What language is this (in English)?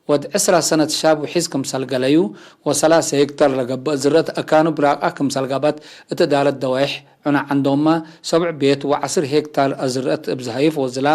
Tigre